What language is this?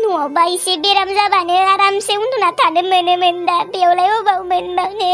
Bodo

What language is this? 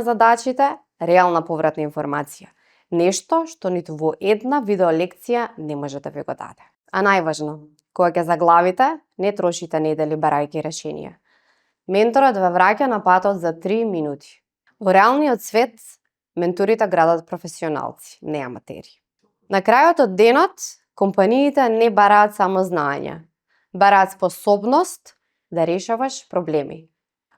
Macedonian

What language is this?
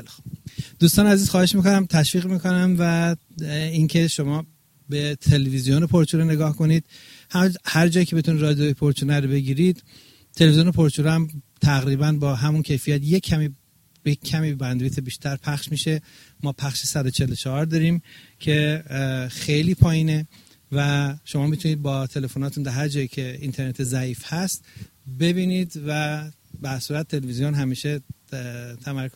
Persian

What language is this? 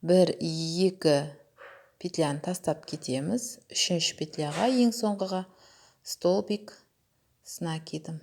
Kazakh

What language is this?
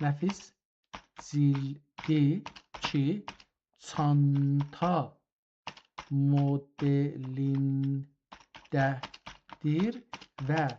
South Azerbaijani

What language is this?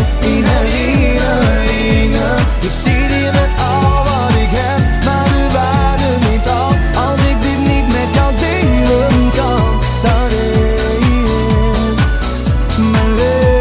Dutch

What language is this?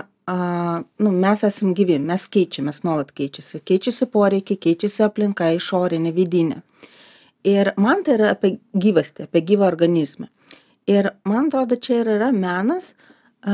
Lithuanian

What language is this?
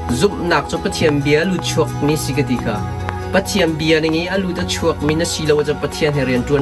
Hakha Chin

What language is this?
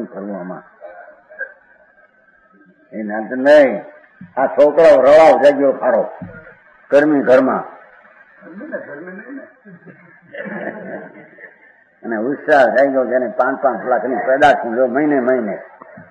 Gujarati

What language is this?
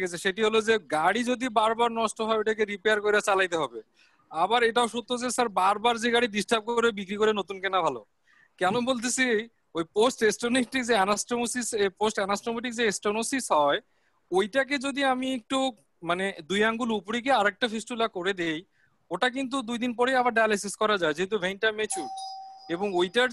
Bangla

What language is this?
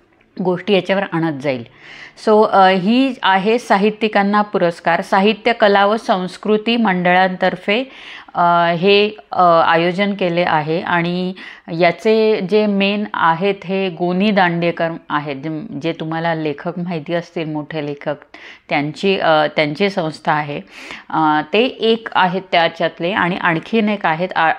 Marathi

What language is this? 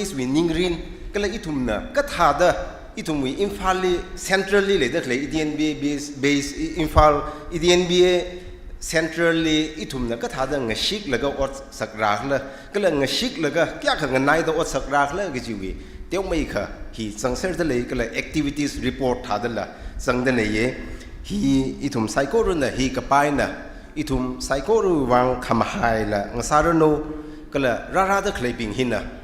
Tangkhul Naga (India)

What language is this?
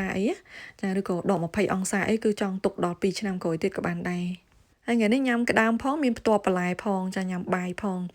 Khmer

